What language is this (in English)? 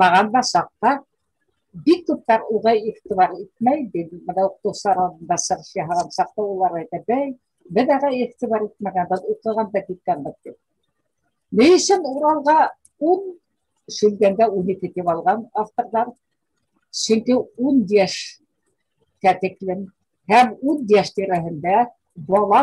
Bashkir